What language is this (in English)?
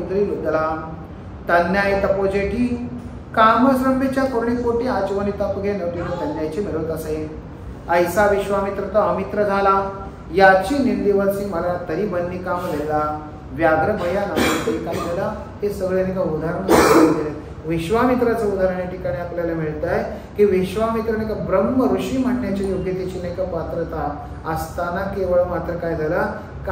Marathi